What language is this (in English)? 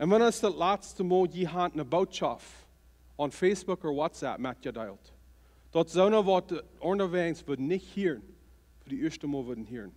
Plautdietsch